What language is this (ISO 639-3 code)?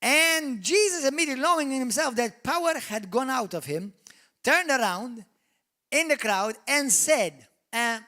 eng